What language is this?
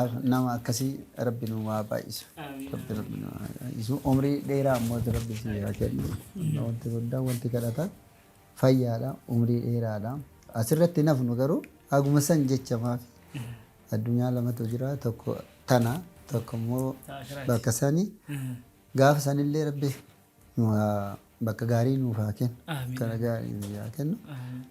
Oromo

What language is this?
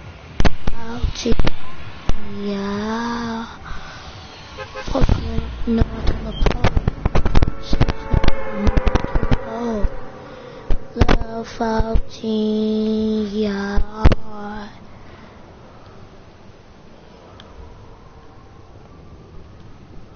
English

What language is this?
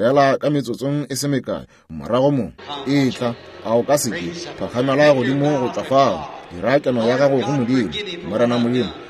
Northern Sotho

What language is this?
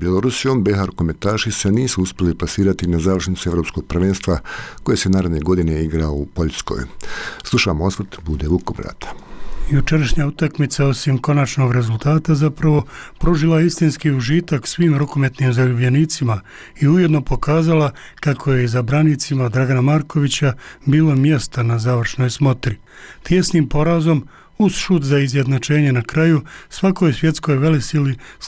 Bosnian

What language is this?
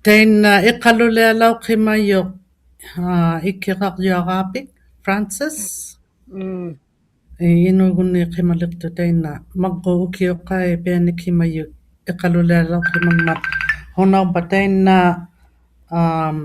Inuktitut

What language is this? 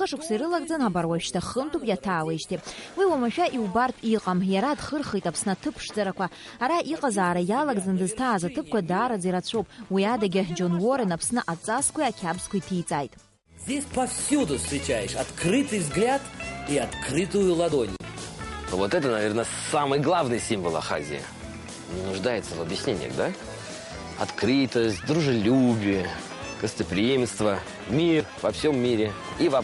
Abkhazian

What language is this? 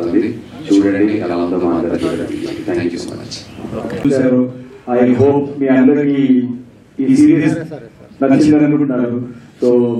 Telugu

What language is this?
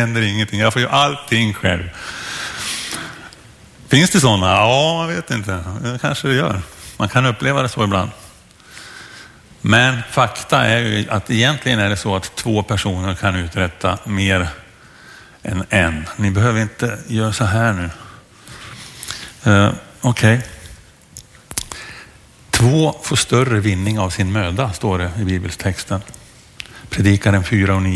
Swedish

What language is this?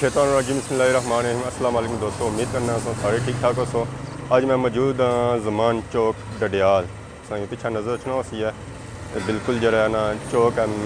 Pahari-Potwari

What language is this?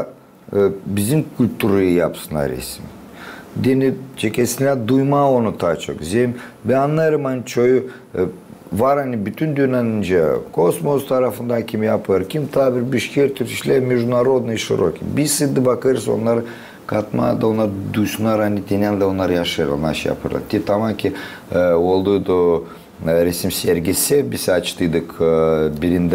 Gagauz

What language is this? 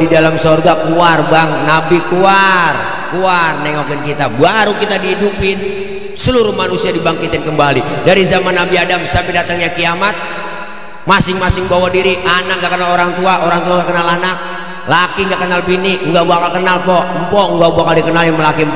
Betawi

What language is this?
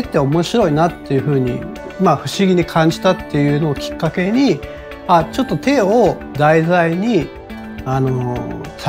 Japanese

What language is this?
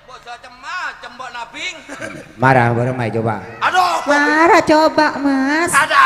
Madurese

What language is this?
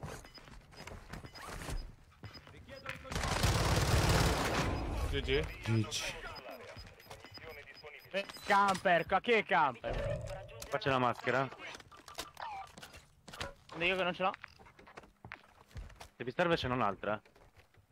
Italian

